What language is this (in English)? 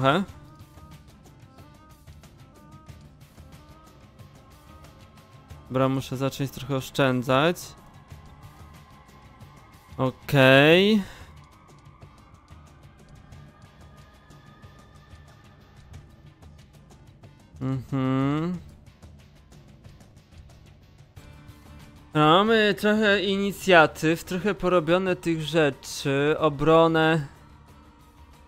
Polish